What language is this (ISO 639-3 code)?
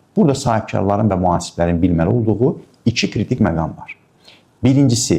aze